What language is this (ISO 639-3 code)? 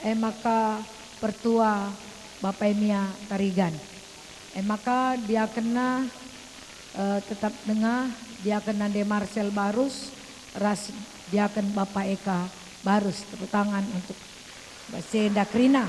btx